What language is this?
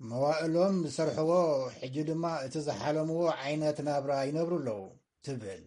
Tigrinya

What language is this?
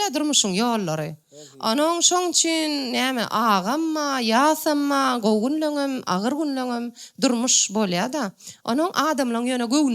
Turkmen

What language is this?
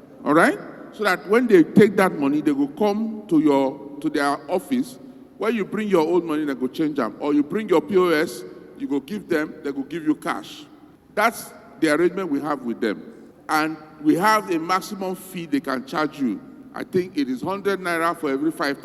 Nigerian Pidgin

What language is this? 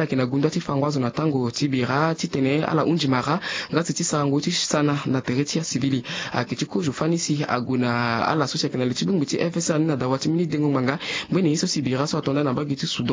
Sango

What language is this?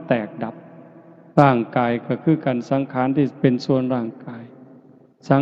Northeastern Thai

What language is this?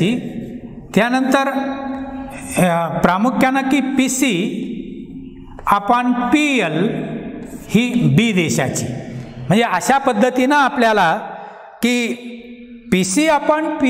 Marathi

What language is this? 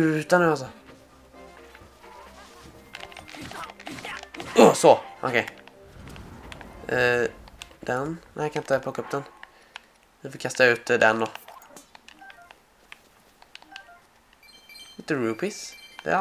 Swedish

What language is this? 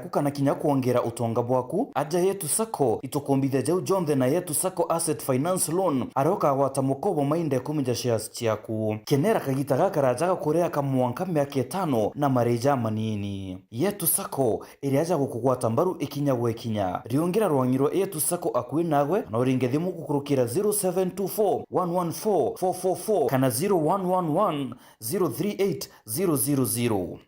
Meru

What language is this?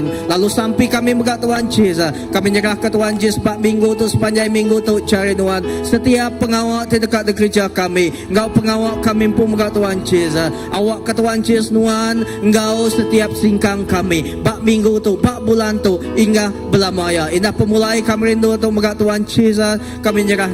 Iban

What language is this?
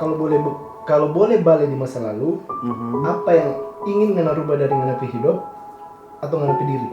Manado Malay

